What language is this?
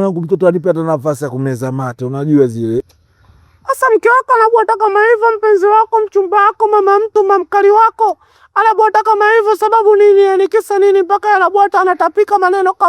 Swahili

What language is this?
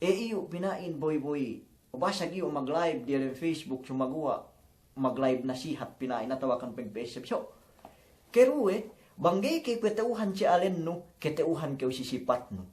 Yakan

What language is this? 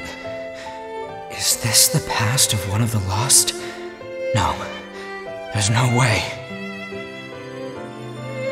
Czech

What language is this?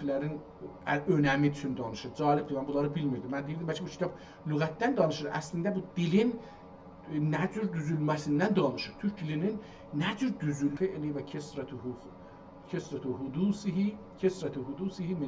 South Azerbaijani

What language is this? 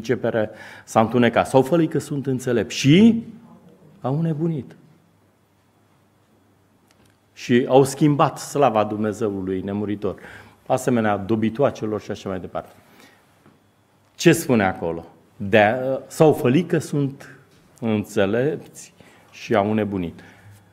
Romanian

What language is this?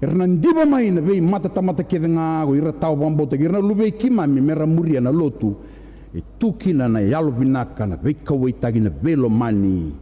Fijian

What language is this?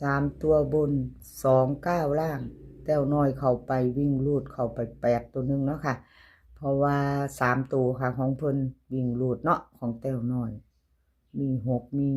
Northeastern Thai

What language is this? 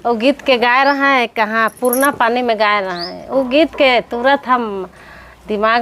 Sadri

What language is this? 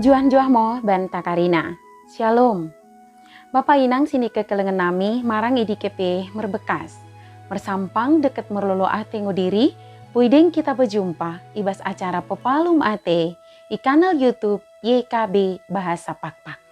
Batak Dairi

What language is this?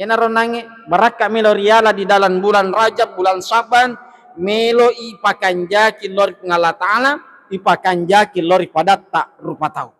Buginese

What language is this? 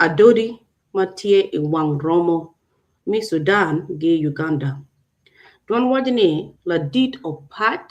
Acoli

